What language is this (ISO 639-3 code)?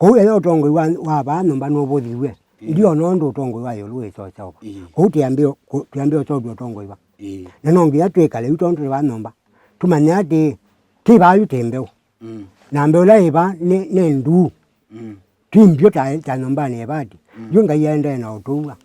kam